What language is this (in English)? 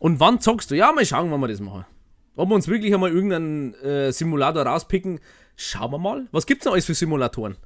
Bavarian